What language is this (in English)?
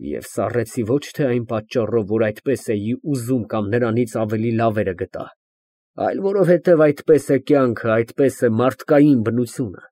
Armenian